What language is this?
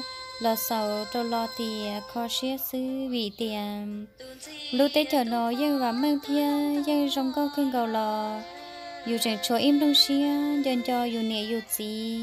Hmong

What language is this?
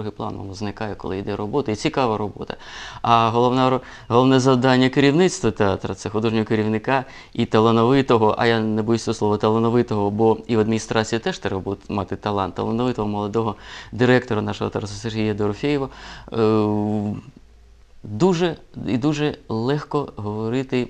Ukrainian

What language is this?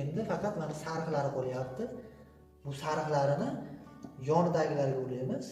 Uzbek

